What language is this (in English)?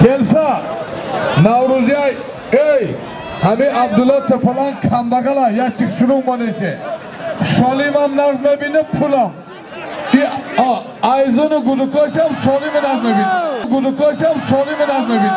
Tajik